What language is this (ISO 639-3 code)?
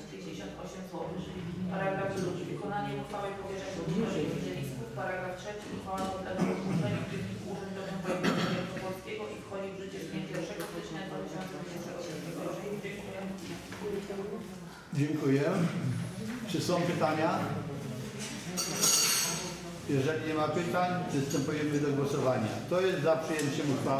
pol